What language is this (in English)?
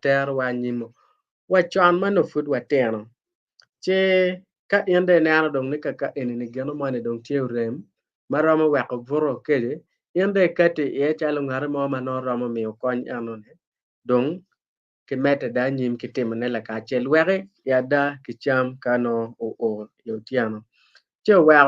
Acoli